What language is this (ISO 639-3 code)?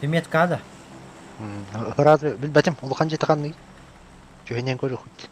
sah